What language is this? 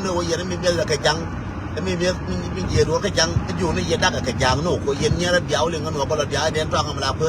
Nuer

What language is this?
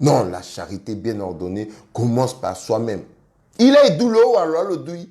Sango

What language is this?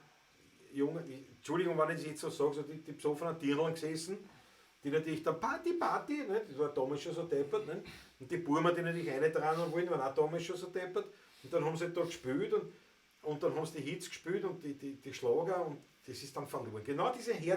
Bavarian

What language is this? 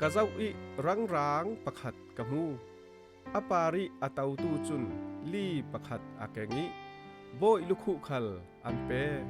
Falam Chin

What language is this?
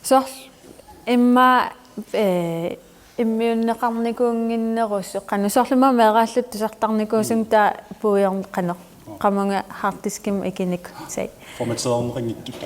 Kalaallisut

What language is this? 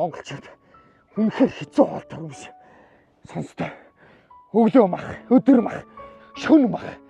Mongolian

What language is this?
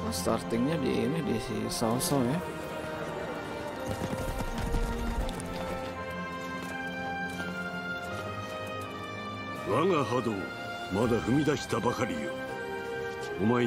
Japanese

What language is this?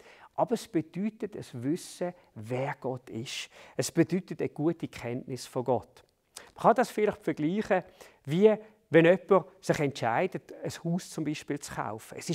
Swiss German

